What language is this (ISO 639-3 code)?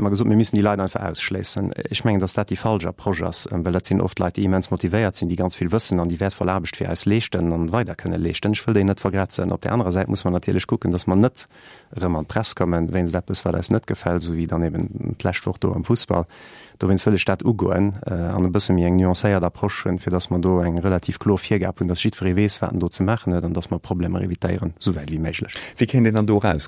ltz